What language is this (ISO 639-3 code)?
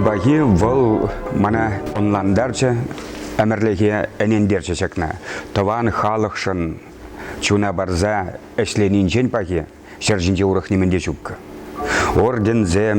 chv